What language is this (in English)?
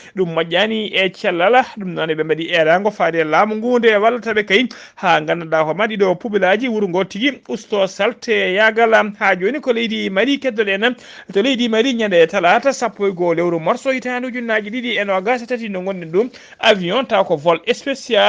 Fula